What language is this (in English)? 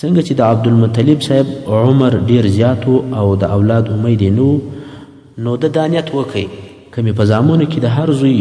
Pashto